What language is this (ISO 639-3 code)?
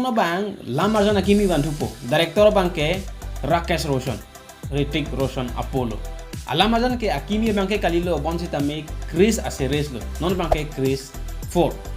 mjw